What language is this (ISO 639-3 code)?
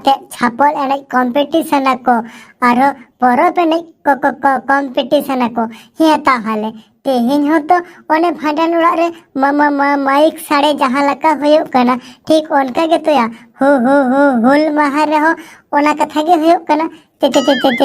sat